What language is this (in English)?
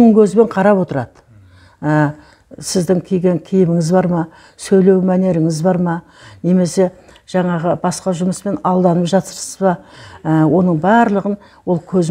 Kazakh